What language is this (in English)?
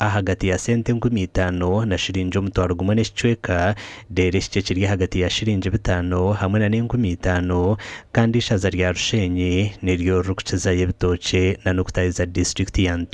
Nyankole